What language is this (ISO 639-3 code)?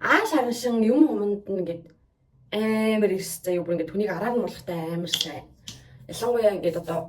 mon